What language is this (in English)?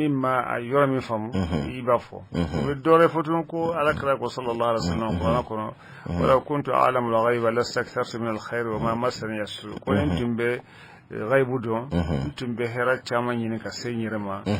Bambara